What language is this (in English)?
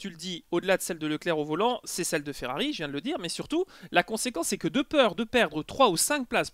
French